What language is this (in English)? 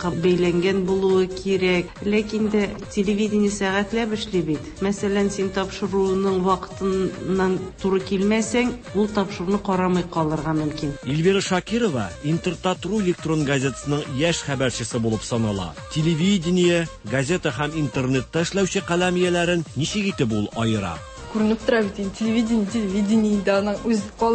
Tatar